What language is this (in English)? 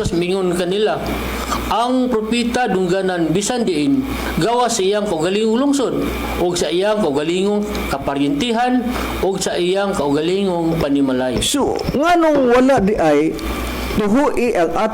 Cebuano